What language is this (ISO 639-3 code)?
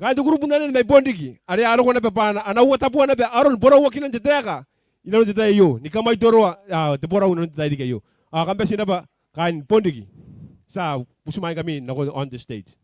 gil